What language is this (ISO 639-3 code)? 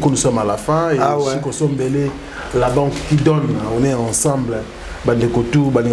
lin